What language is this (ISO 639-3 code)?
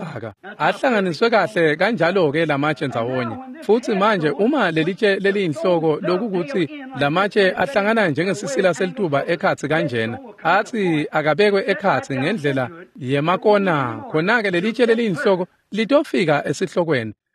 ssw